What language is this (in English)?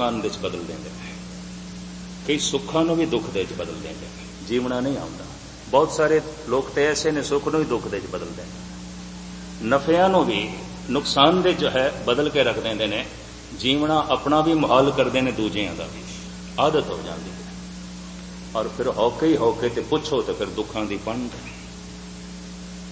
Punjabi